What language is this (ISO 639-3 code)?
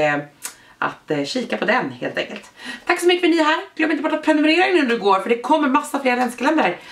swe